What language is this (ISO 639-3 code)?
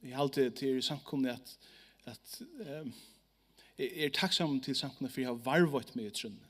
fao